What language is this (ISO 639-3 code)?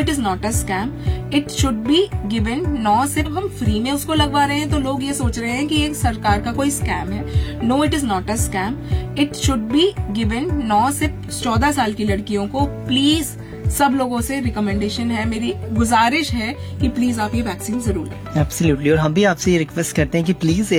hin